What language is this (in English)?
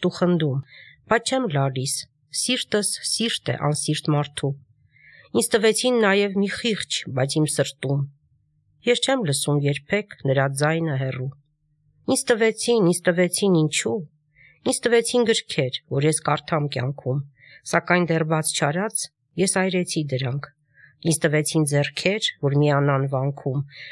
Armenian